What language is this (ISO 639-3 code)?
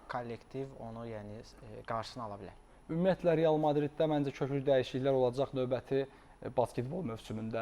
aze